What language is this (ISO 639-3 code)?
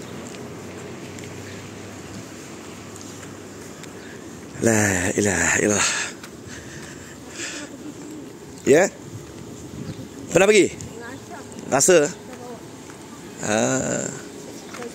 msa